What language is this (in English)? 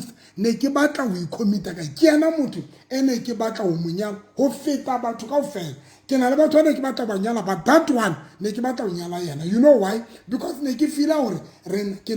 Southern Sotho